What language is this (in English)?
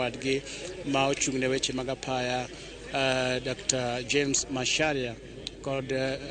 Luo (Kenya and Tanzania)